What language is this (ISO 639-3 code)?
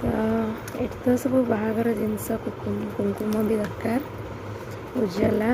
ori